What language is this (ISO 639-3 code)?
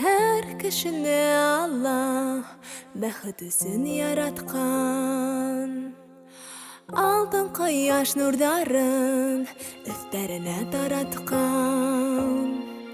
bak